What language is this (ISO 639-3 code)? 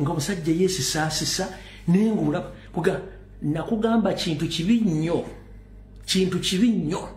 lug